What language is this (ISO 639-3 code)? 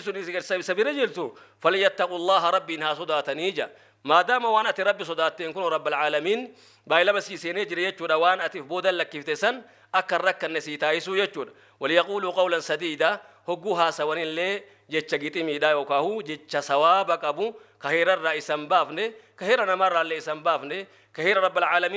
orm